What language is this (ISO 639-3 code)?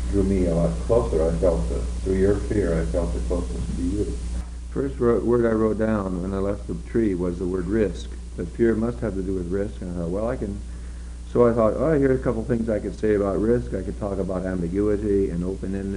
eng